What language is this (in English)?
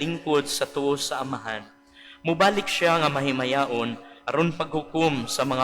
Cebuano